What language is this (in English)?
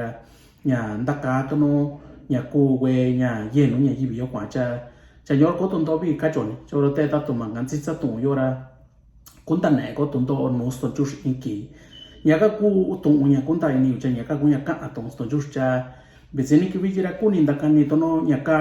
Mixtepec Mixtec